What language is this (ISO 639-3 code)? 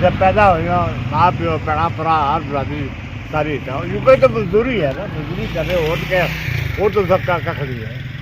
phr